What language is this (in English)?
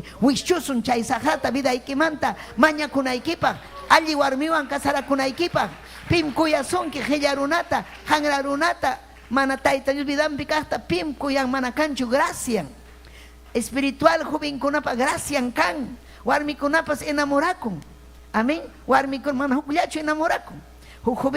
Ayacucho Quechua